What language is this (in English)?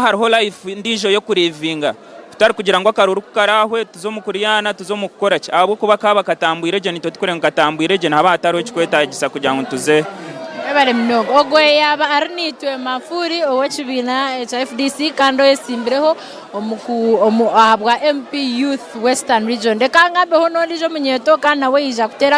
Nyankole